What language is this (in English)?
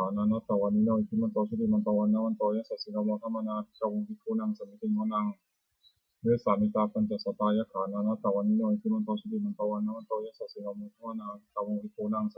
Pali